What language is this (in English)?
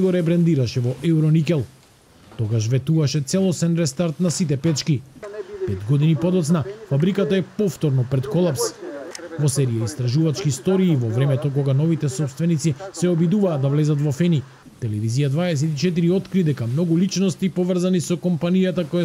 Macedonian